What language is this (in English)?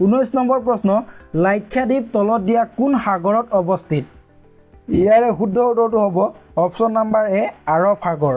Assamese